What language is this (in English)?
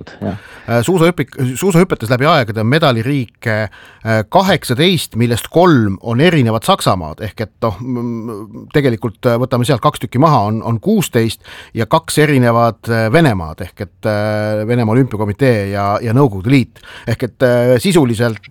Estonian